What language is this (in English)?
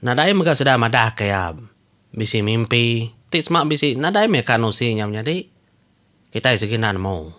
Iban